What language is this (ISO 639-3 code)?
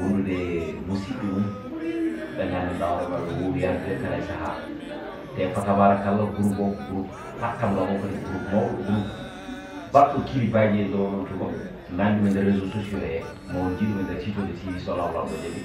ful